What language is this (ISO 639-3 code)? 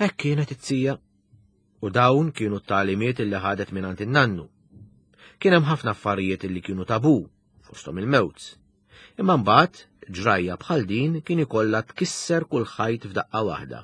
mlt